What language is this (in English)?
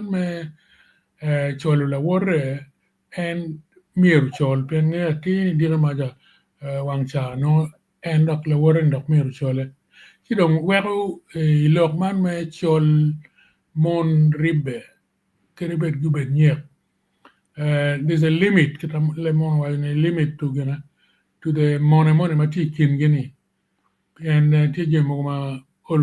Acoli